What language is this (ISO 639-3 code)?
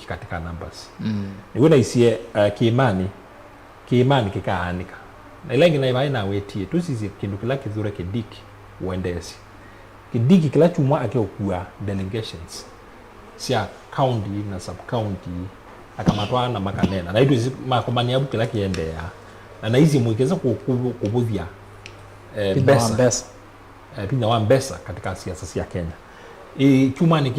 kam